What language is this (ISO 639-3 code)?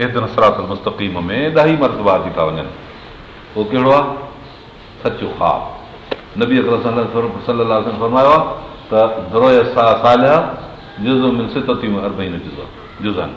snd